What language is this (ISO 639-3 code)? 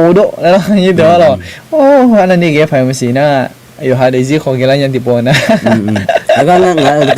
ahk